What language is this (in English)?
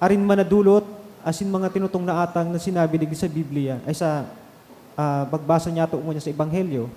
Bikol